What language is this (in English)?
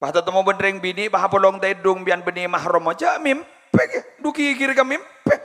Madurese